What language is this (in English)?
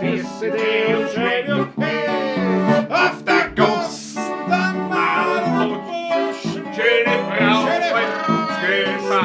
Bavarian